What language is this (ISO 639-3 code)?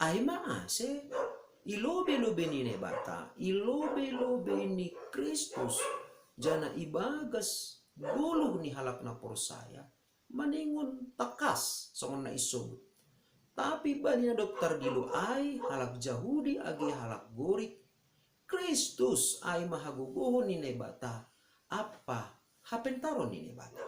bts